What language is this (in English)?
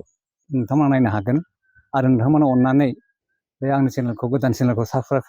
Bodo